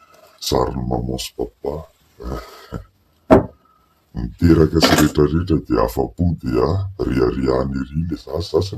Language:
Malagasy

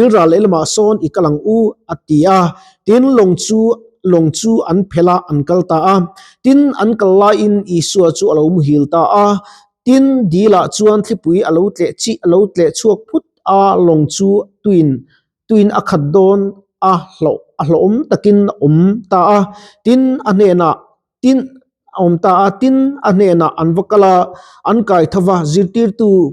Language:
Mizo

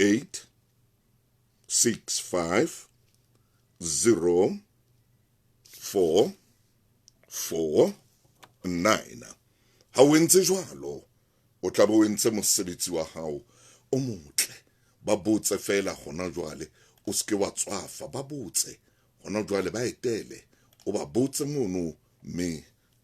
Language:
Southern Sotho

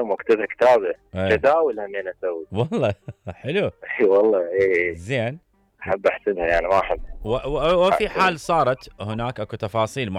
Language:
Mesopotamian Arabic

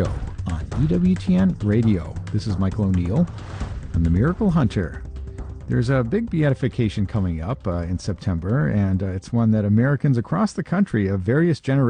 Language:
English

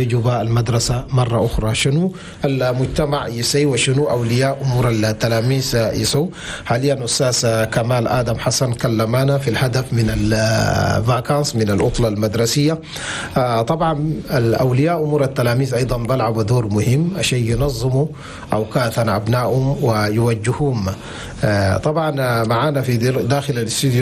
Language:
Chadian Arabic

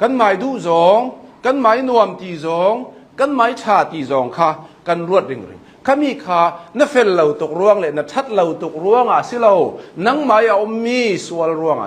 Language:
Hakha Chin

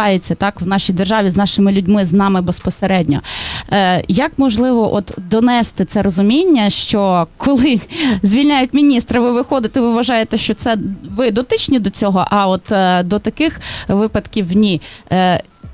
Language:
Ukrainian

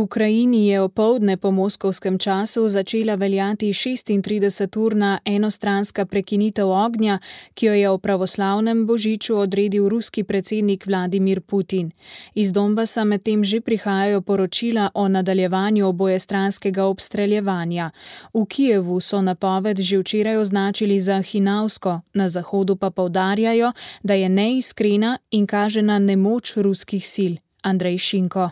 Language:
Slovenian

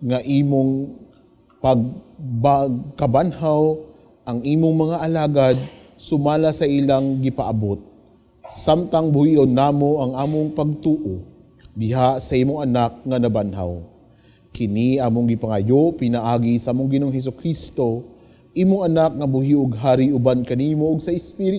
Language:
Cebuano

